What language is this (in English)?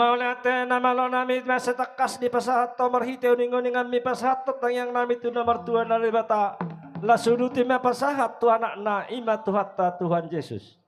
Batak Toba